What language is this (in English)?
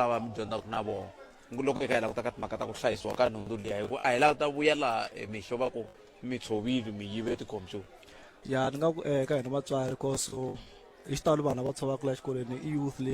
Tsonga